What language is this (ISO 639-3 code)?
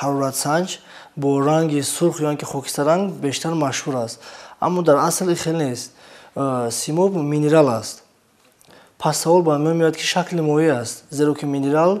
tgk